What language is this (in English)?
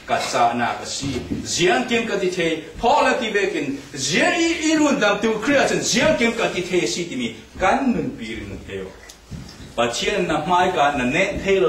Falam Chin